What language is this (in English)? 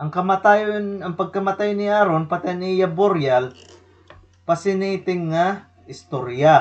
Waray